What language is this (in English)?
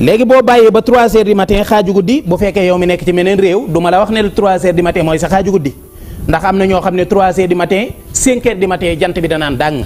Wolof